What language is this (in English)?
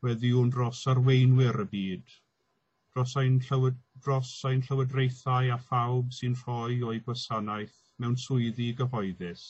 Welsh